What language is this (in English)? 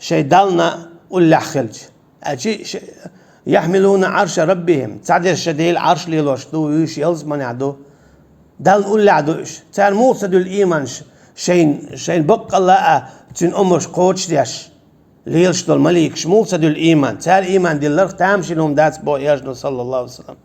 Chechen